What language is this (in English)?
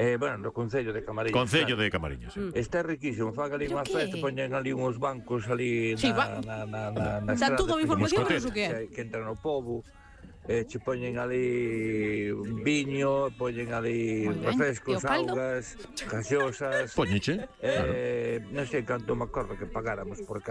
Galician